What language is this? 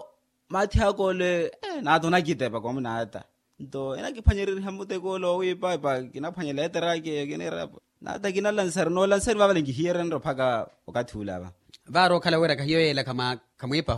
Makhuwa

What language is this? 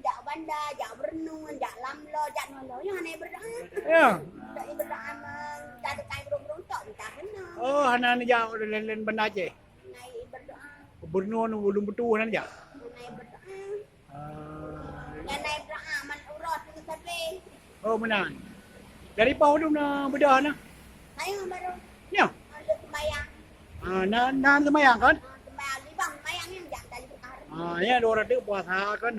Achinese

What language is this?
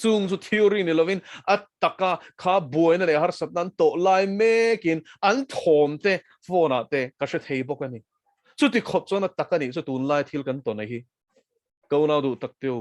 Mizo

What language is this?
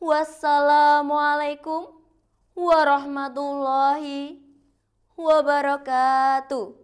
Javanese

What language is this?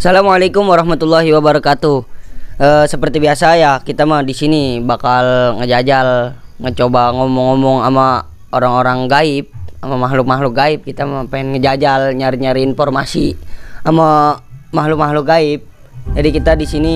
Betawi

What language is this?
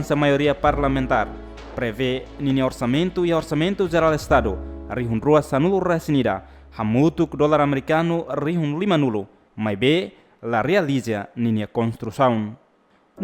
Tetum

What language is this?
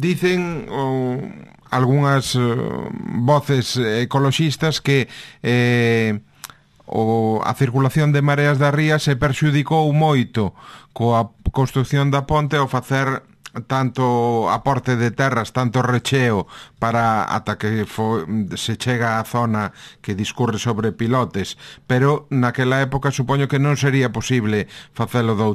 Galician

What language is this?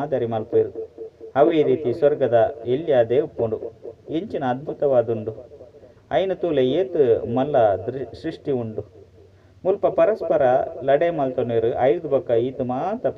Tulu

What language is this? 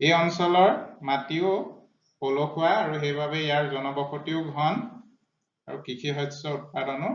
Assamese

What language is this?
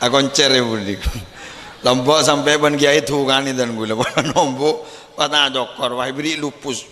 Madurese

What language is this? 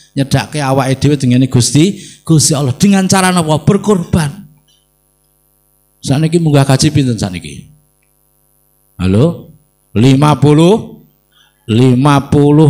Javanese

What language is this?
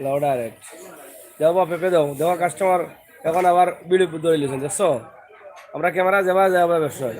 Sylheti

